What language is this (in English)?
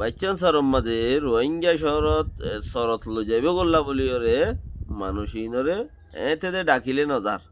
Rohingya